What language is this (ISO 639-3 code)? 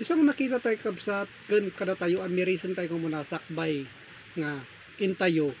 ilo